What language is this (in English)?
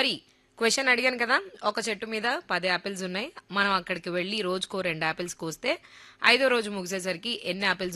Telugu